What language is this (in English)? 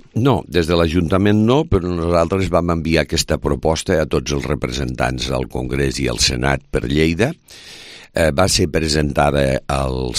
Catalan